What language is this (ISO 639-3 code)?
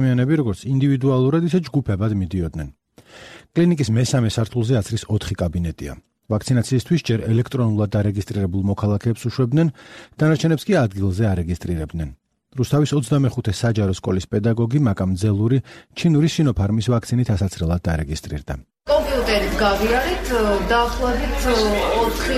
kat